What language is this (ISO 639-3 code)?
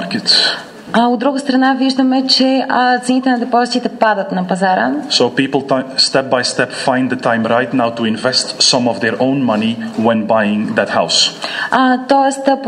bul